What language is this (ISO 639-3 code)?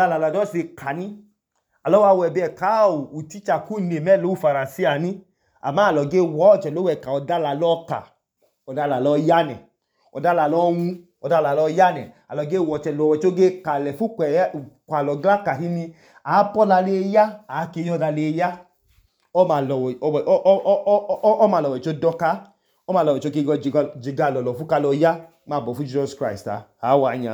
idu